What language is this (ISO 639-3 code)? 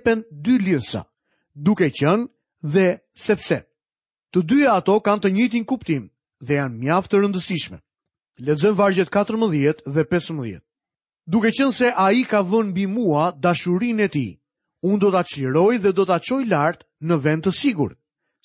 sqi